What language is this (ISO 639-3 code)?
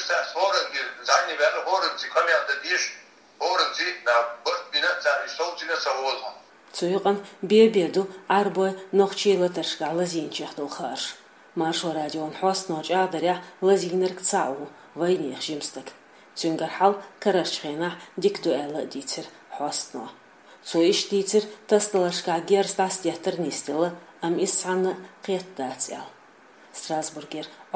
che